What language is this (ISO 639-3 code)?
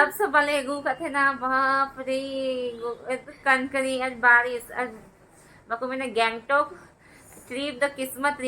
sat